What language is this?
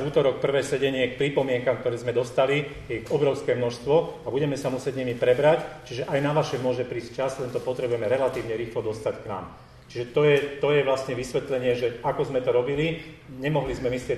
Slovak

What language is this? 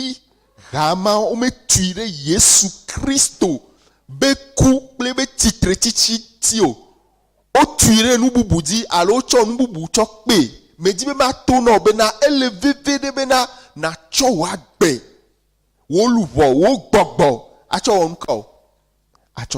Ewe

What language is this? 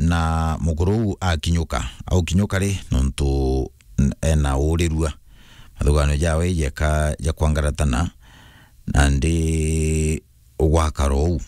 Meru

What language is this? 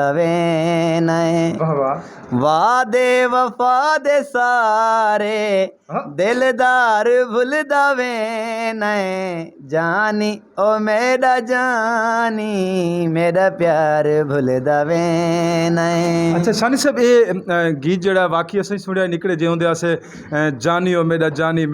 Saraiki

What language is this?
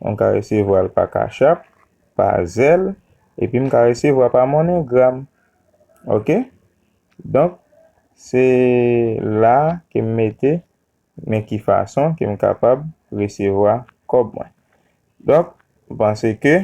Haitian Creole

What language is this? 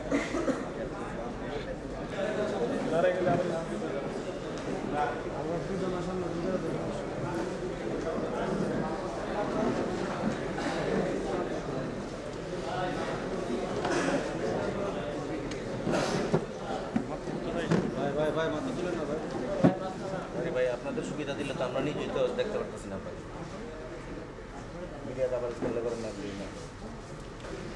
Bangla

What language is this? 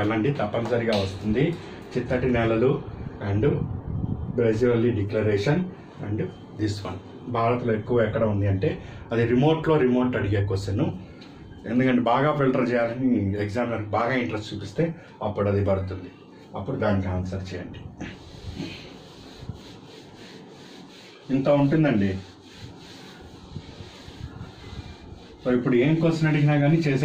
Telugu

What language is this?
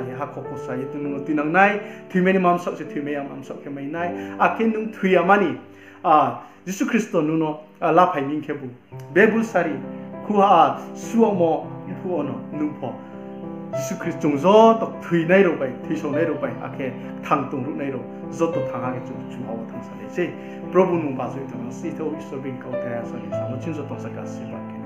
Riang (India)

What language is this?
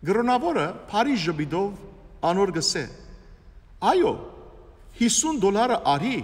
Western Armenian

